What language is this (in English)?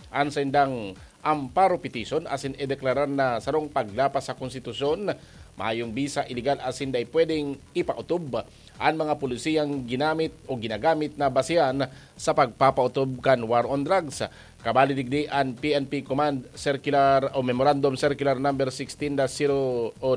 Bikol